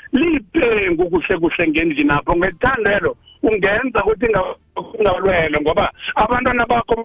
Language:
South Ndebele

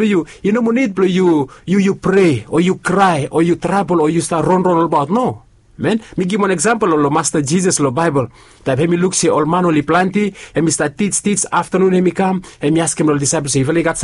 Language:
Bislama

